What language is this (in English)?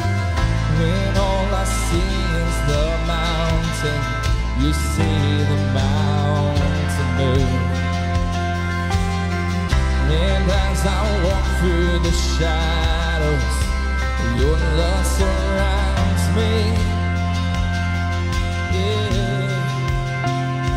English